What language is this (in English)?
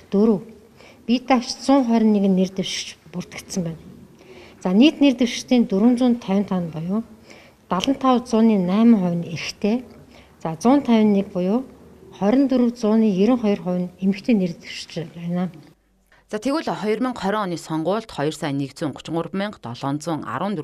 Mongolian